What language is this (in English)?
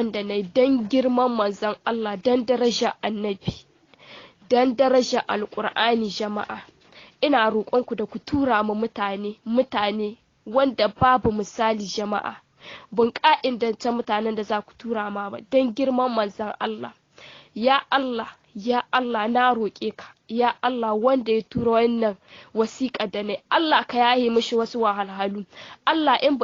Hausa